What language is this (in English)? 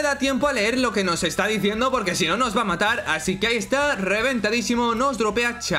Spanish